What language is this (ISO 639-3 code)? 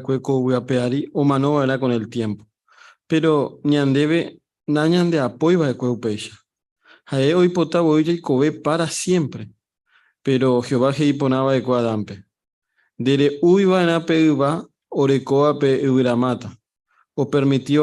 grn